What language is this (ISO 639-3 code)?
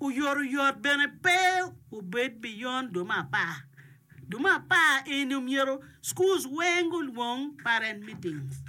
ach